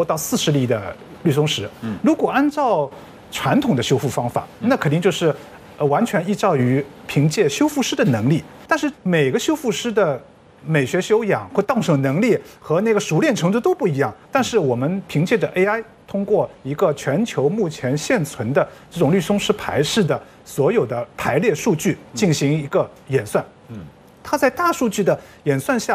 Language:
Chinese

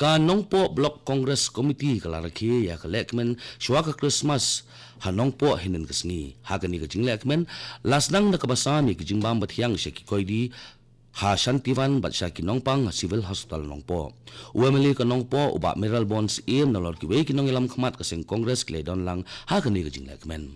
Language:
Khasi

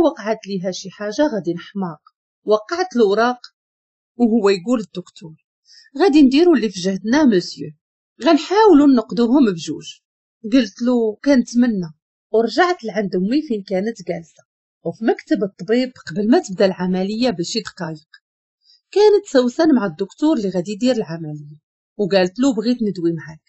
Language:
Moroccan Arabic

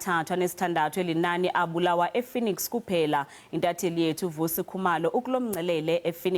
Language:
Zulu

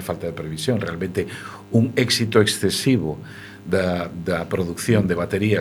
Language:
Galician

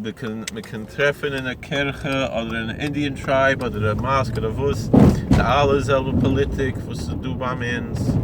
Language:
Yiddish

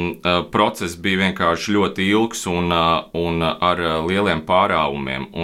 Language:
Latvian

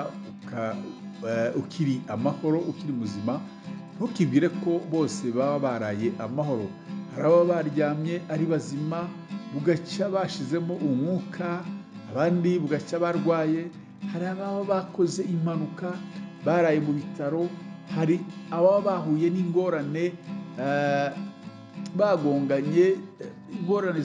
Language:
Kinyarwanda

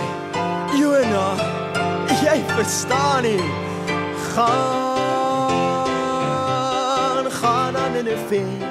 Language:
Afrikaans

